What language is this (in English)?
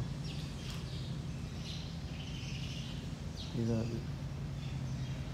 Tamil